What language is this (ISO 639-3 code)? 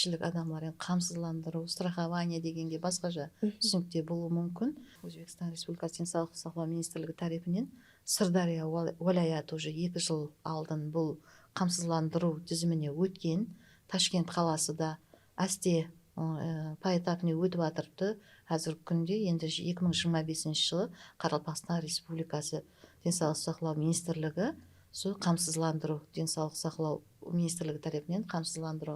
kaa